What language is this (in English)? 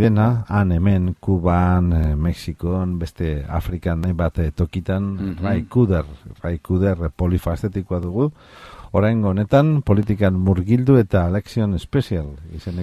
Basque